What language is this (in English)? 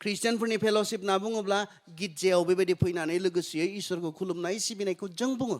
Bodo